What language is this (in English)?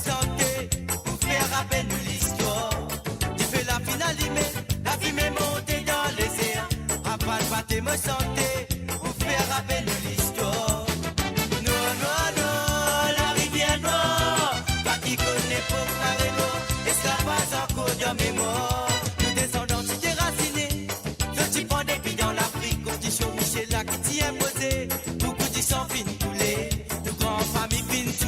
Morisyen